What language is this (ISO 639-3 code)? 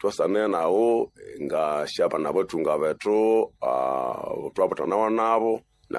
nnb